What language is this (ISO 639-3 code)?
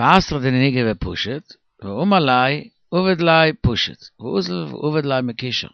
yid